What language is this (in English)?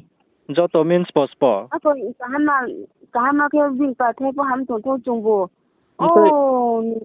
Riang (India)